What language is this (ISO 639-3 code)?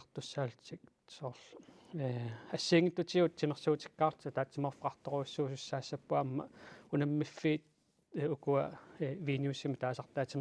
kal